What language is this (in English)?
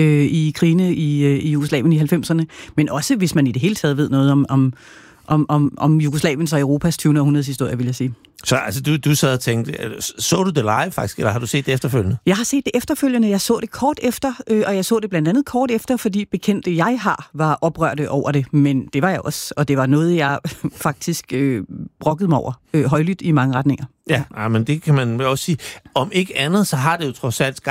Danish